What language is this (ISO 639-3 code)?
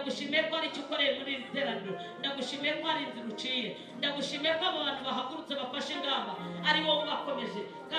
kin